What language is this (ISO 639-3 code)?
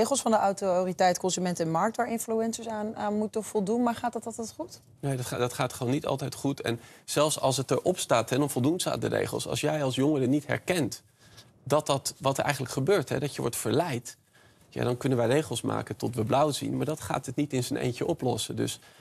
nld